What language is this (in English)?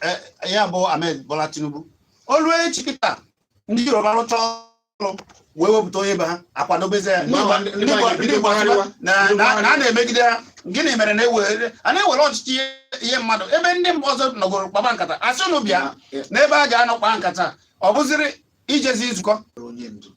Igbo